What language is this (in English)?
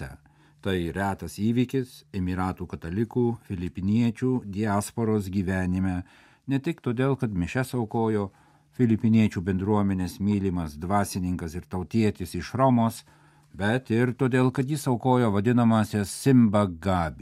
Lithuanian